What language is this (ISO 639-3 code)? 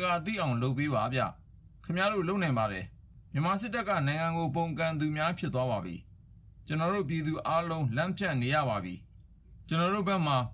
mya